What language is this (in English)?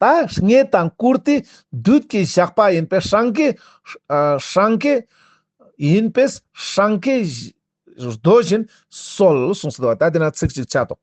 Ladakhi